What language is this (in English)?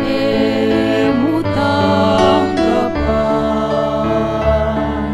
Pampanga